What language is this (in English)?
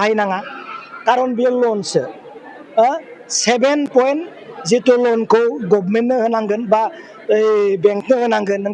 Bodo